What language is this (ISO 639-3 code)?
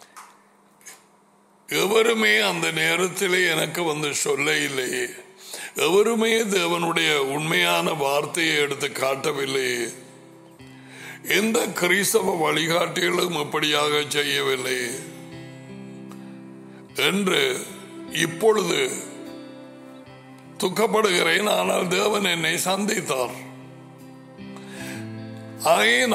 tam